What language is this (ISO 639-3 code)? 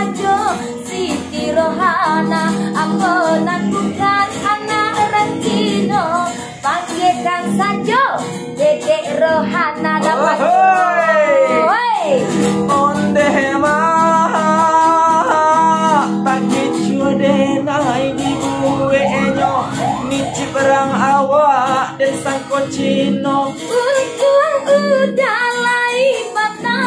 min